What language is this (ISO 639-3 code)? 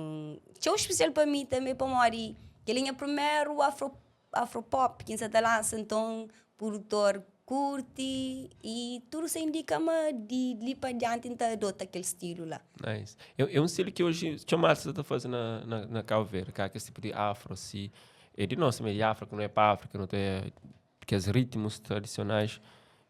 kea